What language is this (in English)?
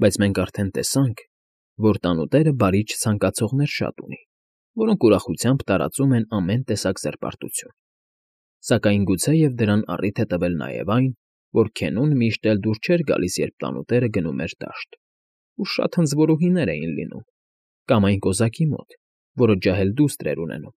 Armenian